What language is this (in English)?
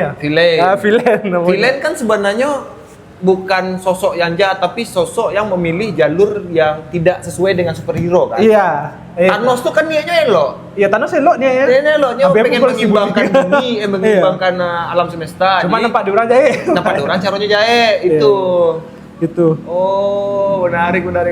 Minangkabau